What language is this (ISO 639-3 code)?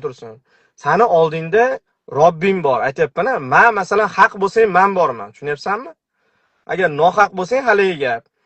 uzb